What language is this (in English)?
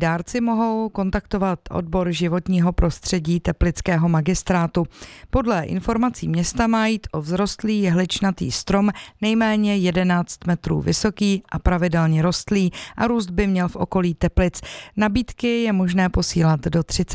Czech